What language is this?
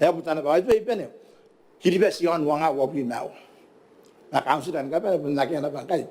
Gilbertese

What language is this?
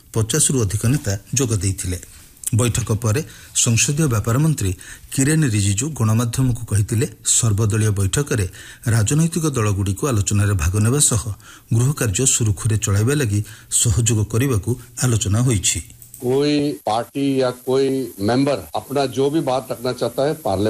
Odia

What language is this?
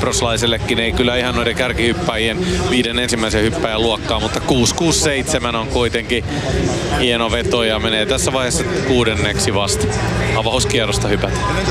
Finnish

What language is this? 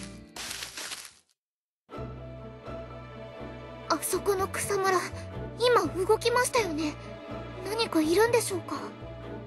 Japanese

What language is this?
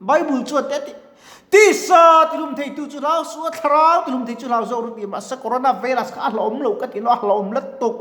Mizo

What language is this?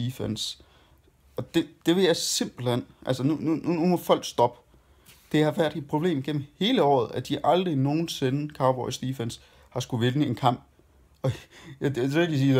Danish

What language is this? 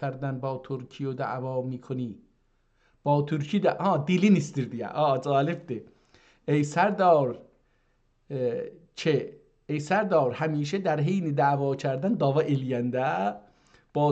South Azerbaijani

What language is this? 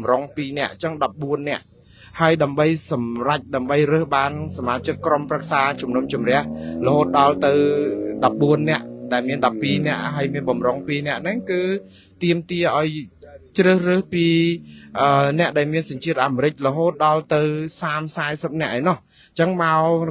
Khmer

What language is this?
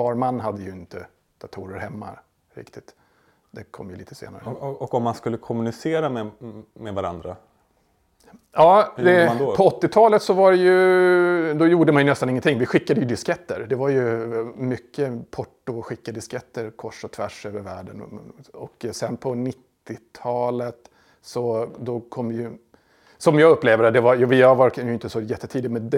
Swedish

